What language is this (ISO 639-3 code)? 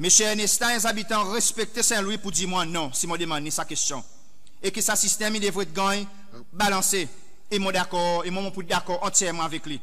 crs